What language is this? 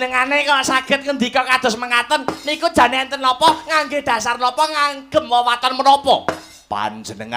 Javanese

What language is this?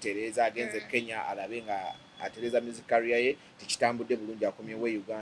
Ganda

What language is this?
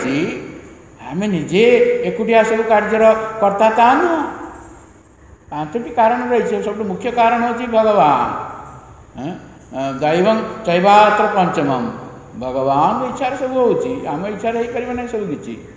Odia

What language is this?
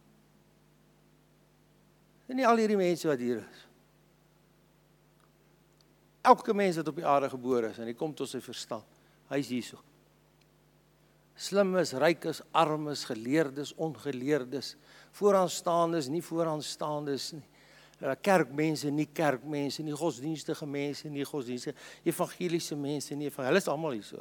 Afrikaans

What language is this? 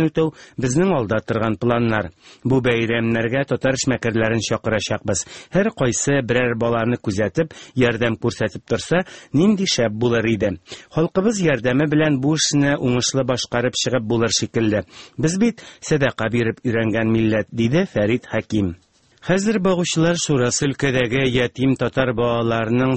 Tatar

